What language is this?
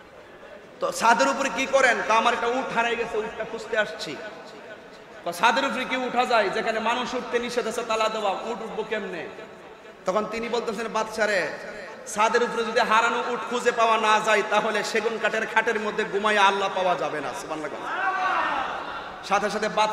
Bangla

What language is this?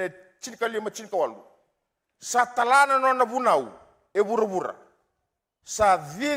Fijian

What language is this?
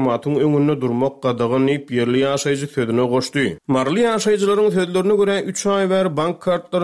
Turkmen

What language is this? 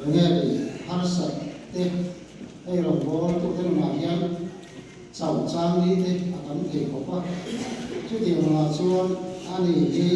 Mizo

